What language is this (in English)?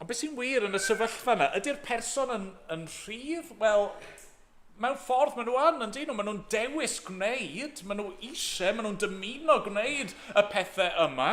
Welsh